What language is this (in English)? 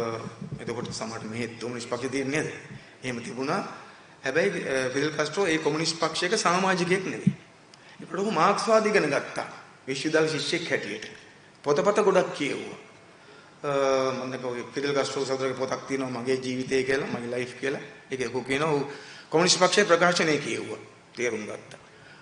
Sinhala